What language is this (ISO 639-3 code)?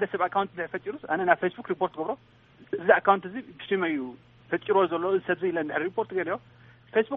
tir